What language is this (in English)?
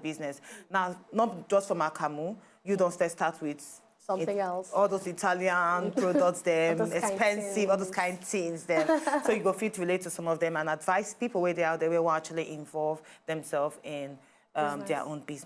Nigerian Pidgin